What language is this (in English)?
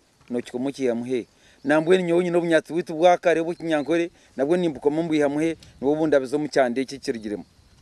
Nyankole